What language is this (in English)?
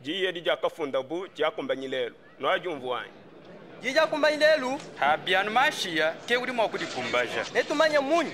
Luba-Lulua